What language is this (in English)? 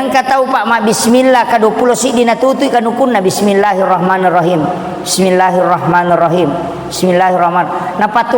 Buginese